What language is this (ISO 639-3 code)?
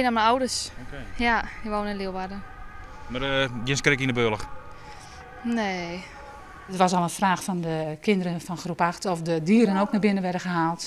fry